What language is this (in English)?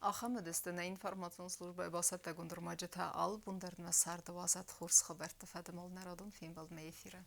Ossetic